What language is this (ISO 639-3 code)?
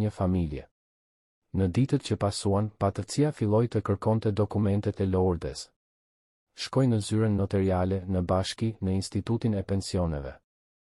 sqi